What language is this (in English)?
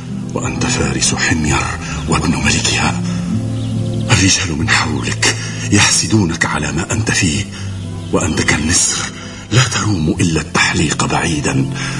Tunisian Arabic